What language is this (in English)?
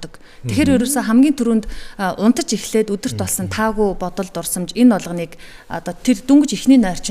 Mongolian